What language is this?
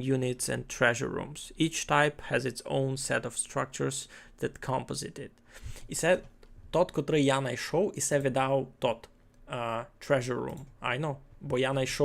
Rusyn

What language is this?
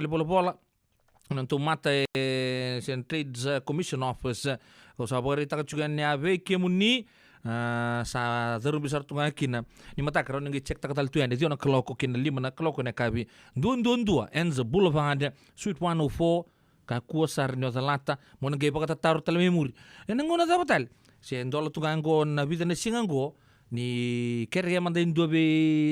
Fijian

